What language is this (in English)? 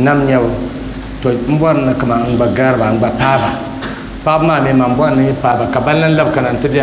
Dagbani